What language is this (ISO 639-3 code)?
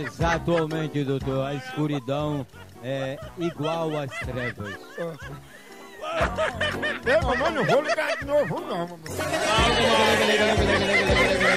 por